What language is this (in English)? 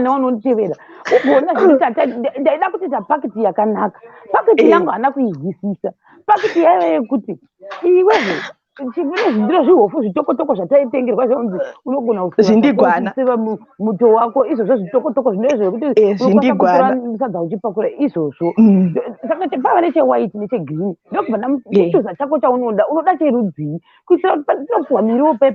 Shona